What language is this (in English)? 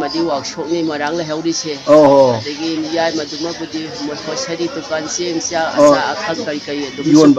Manipuri